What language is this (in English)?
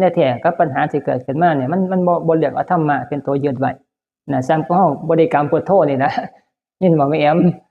Northeastern Thai